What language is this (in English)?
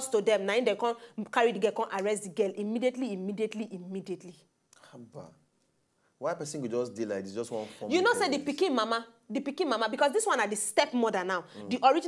Nigerian Pidgin